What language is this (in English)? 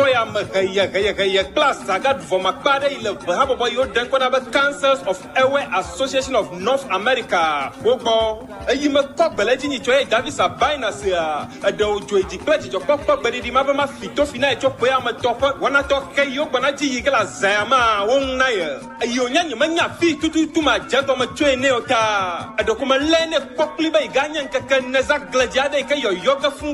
Ewe